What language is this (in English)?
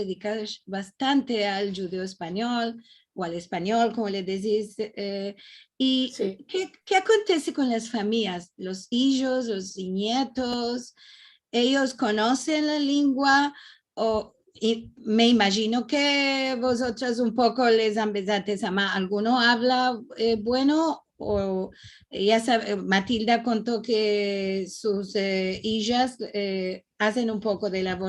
Ladino